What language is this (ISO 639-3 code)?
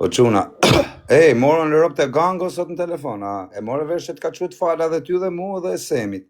sqi